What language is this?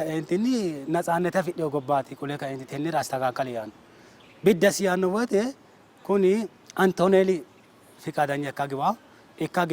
Sidamo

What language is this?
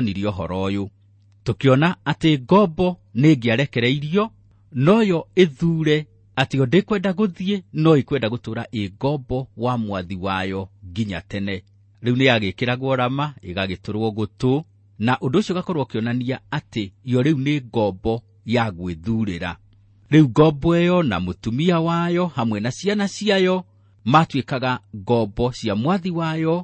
Kikuyu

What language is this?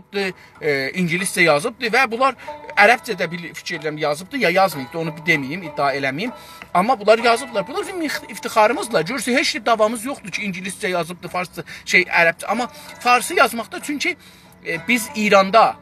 South Azerbaijani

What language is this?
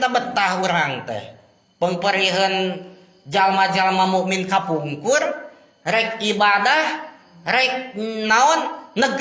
Sundanese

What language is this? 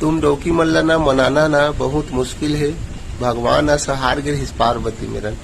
Chhattisgarhi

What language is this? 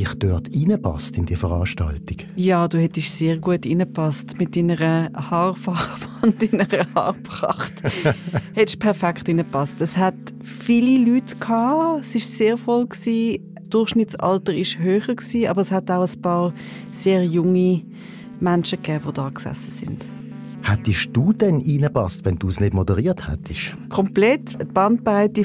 Swiss German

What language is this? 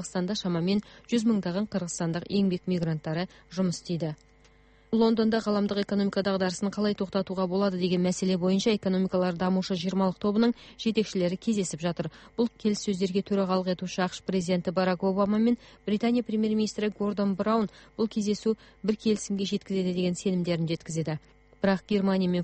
Kazakh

